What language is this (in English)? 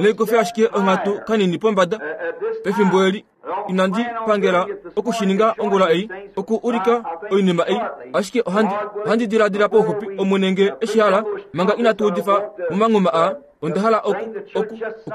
Kuanyama